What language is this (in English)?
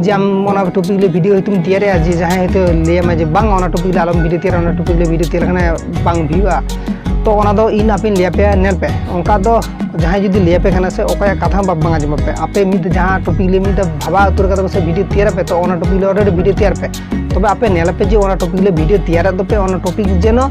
Santali